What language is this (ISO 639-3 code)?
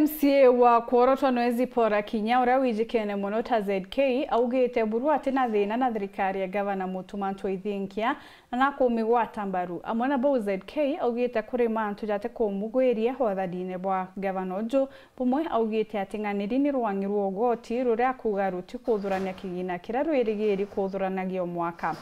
mer